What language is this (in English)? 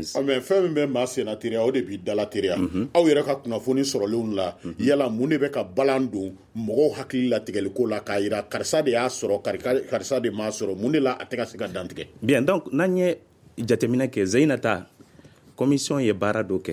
Bambara